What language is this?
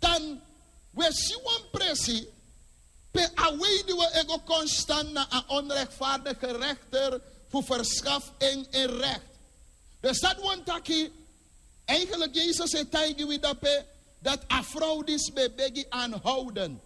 Sranan Tongo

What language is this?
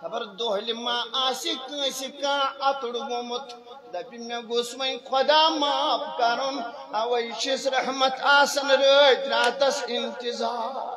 Kashmiri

